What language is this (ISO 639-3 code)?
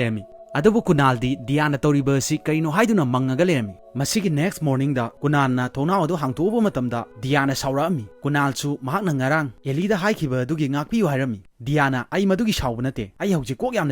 mni